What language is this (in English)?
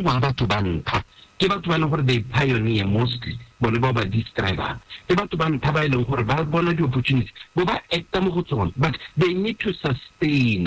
Tswana